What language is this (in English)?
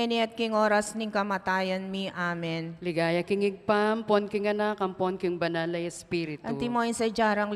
Pampanga